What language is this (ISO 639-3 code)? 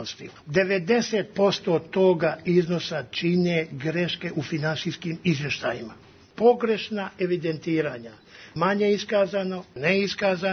srp